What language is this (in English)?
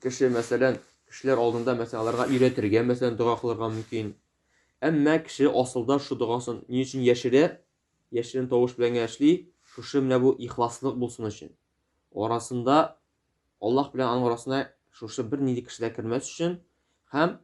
Tatar